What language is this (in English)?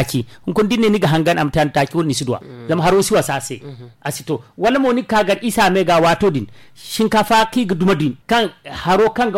Zarma